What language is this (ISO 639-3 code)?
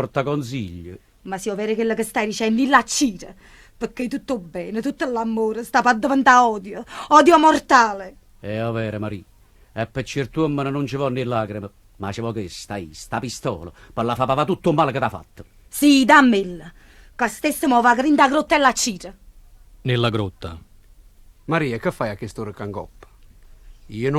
nap